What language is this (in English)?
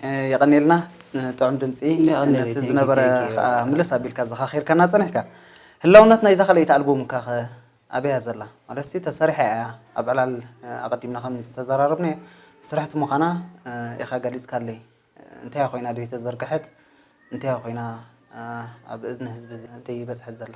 Tigrinya